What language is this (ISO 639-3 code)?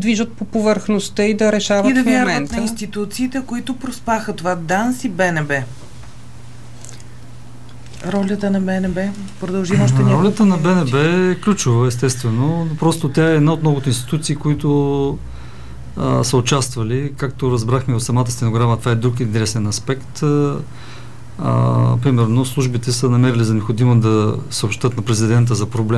bul